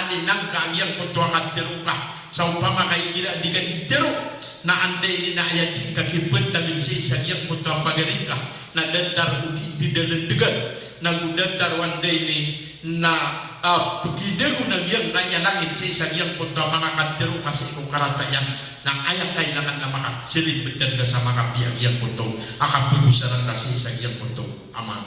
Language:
Maranao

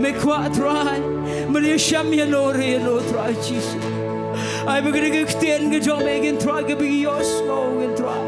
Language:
Khasi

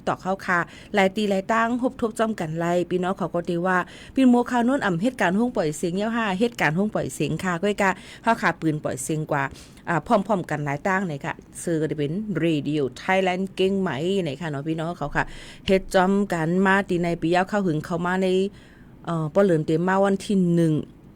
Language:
Shan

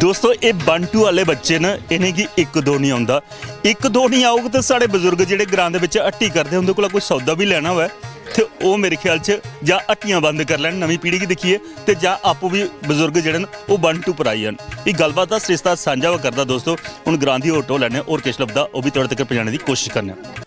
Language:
Dogri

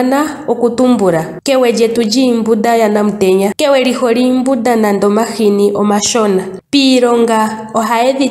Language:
Ndonga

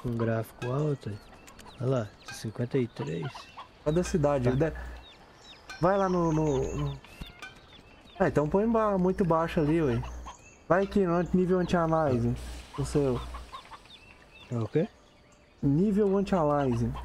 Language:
Portuguese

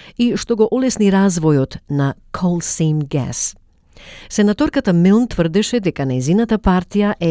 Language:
Macedonian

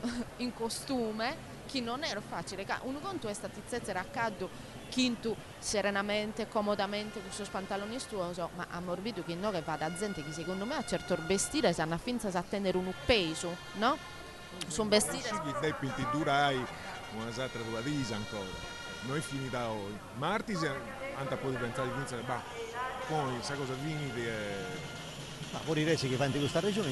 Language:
Sardinian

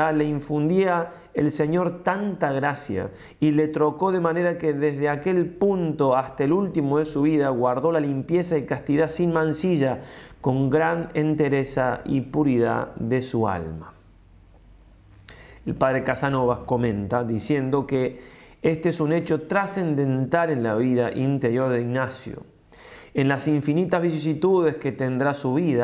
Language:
Spanish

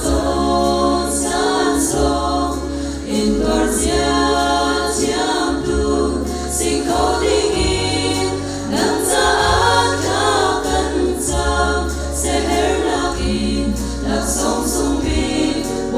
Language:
Hakha Chin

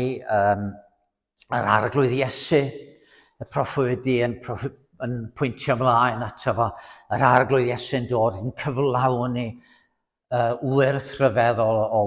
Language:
Welsh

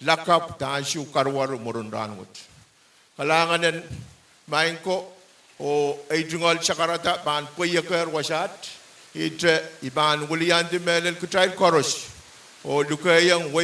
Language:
Pohnpeian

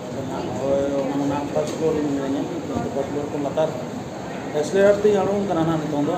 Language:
Santali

